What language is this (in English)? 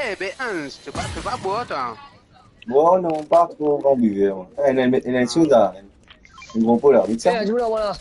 Morisyen